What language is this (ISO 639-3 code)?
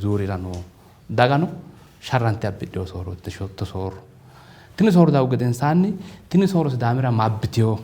sid